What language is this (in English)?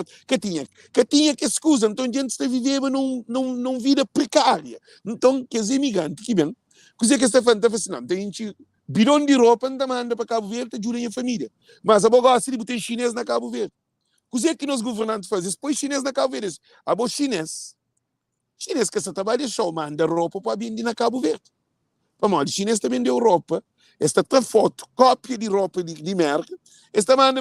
Kabuverdianu